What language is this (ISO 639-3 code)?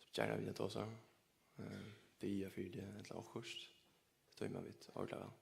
fao